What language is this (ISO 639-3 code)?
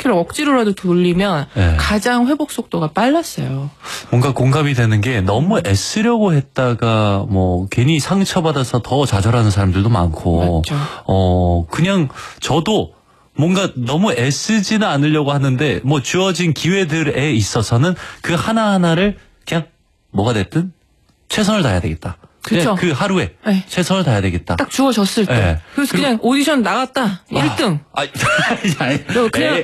kor